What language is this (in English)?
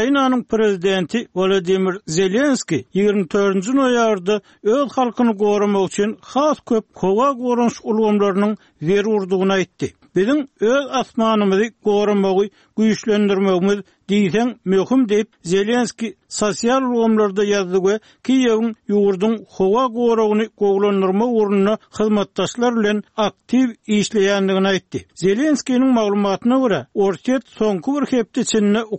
Turkmen